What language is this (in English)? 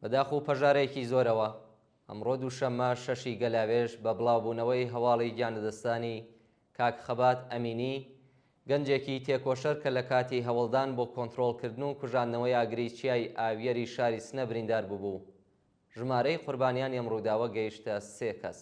Central Kurdish